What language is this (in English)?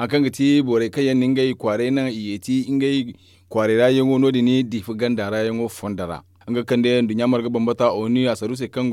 Zarma